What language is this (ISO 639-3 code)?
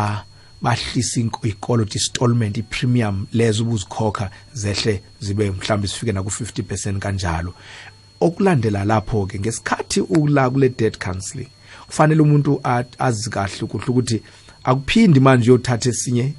nbl